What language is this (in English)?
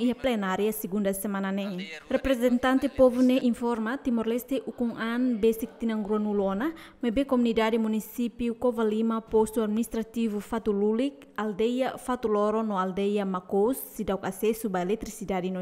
Tetum